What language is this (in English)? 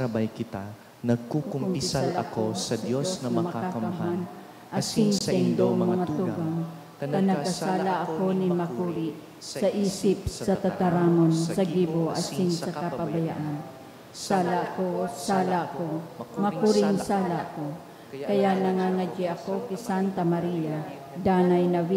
Bikol